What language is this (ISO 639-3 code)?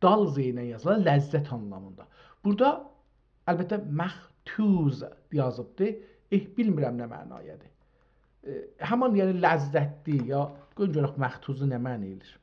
azb